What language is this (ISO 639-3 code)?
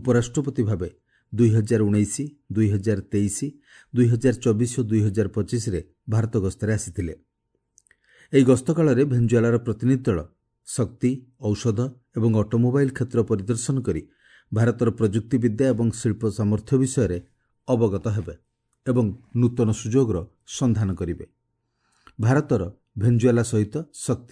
ori